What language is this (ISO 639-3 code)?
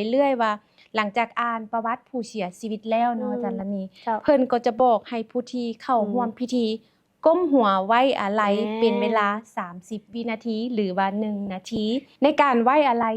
lao